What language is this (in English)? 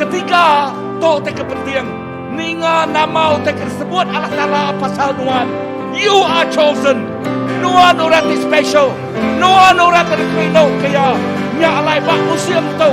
Iban